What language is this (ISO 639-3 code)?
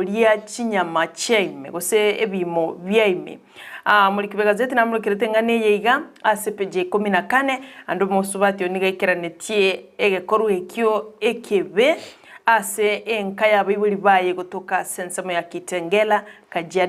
guz